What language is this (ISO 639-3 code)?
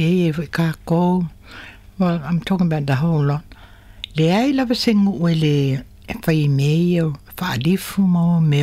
smo